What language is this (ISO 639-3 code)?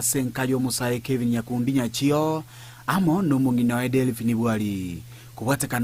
guz